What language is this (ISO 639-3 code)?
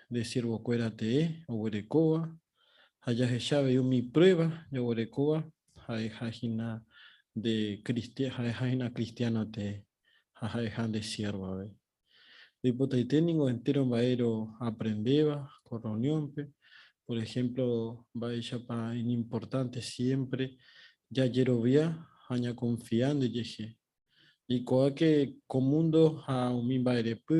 grn